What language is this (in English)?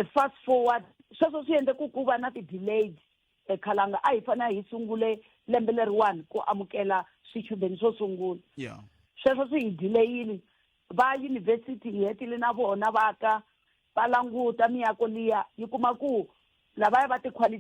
Tsonga